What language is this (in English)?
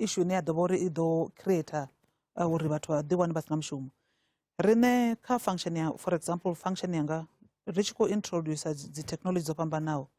Venda